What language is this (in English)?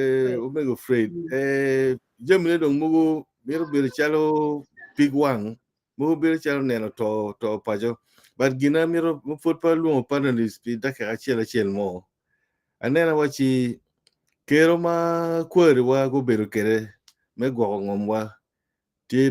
Acoli